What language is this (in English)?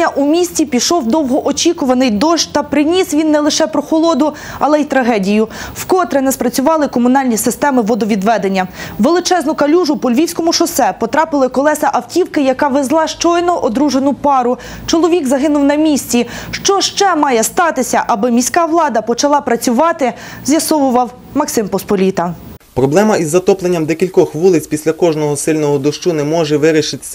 Ukrainian